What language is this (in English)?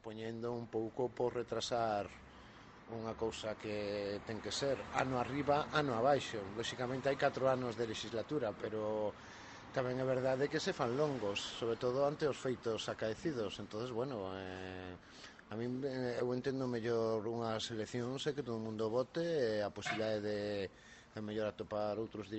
Galician